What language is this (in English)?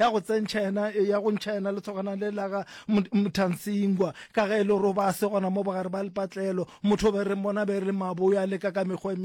Northern Sotho